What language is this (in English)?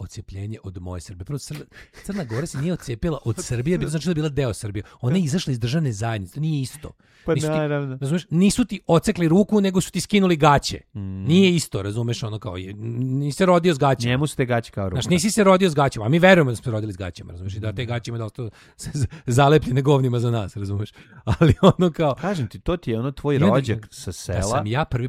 Serbian